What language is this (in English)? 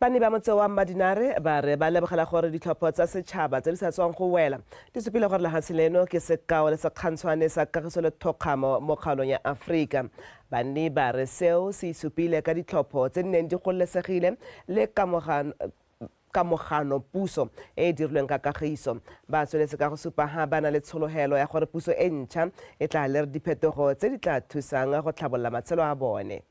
Tswana